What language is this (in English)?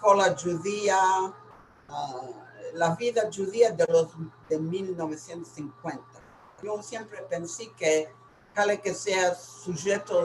Ladino